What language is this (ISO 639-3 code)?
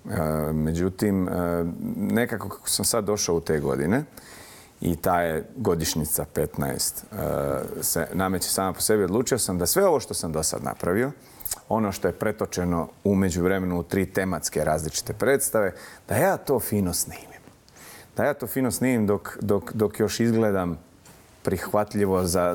bos